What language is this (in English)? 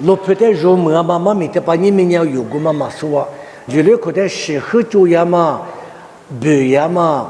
Lisu